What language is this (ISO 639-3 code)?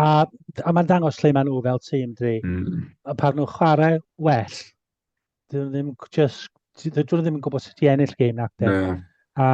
cym